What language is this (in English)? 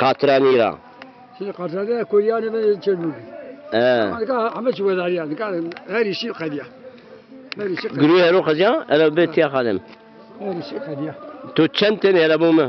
Zaza